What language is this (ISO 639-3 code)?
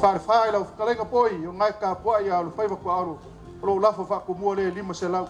smo